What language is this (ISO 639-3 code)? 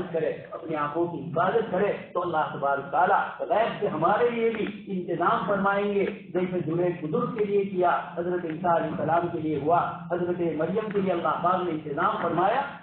urd